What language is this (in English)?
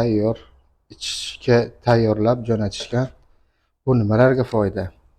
Uzbek